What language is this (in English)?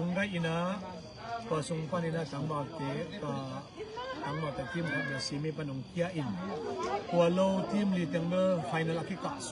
Tedim Chin